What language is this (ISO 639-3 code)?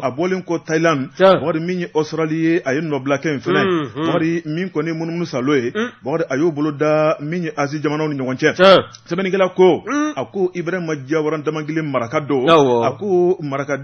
bam